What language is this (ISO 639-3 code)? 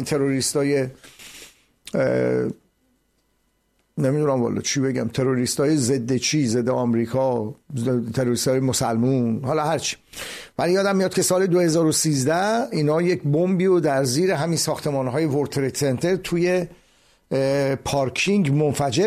fas